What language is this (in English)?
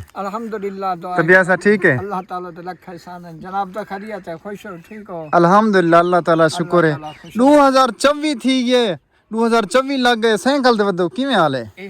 Saraiki